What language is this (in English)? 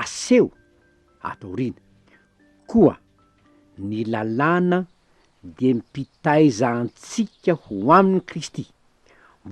Malagasy